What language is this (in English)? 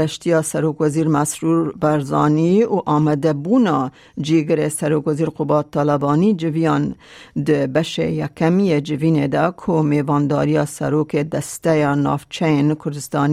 Kurdish